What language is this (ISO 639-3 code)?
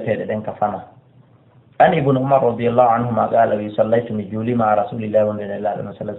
ful